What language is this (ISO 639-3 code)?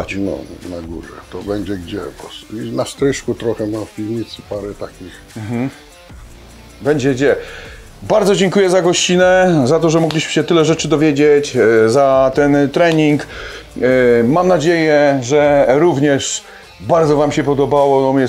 pol